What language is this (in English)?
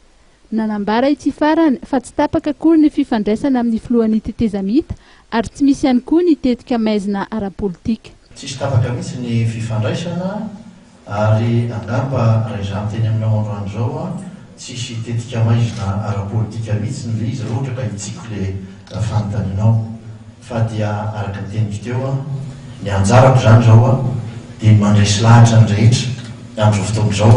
Malagasy